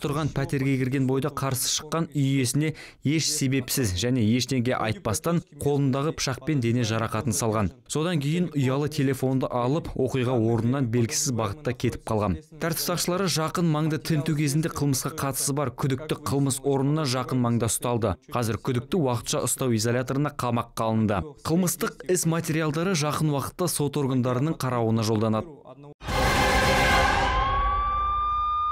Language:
Kazakh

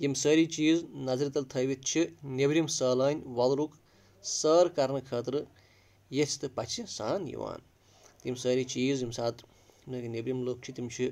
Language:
Kashmiri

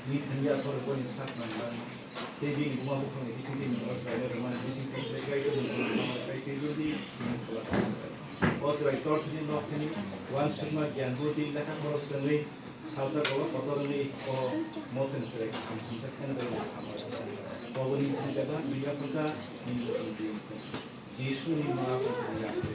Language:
Kok Borok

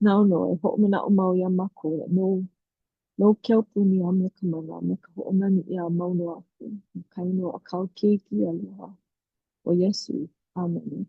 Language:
Hawaiian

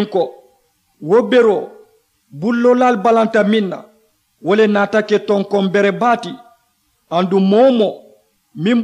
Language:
Mandingo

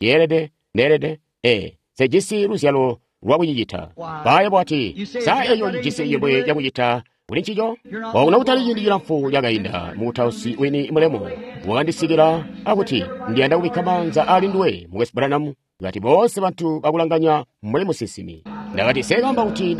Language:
Tonga (Zambia)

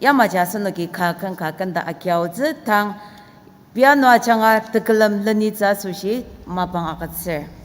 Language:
Ao Naga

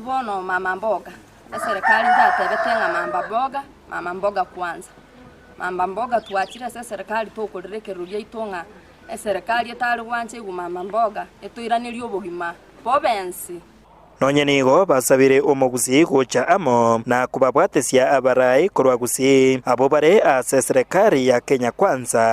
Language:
Gusii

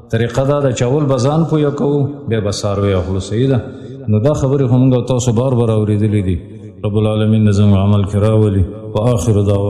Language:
Pashto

